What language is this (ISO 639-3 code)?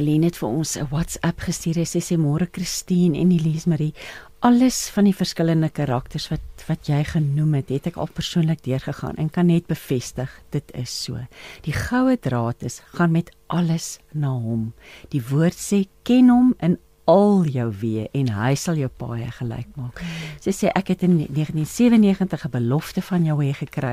afr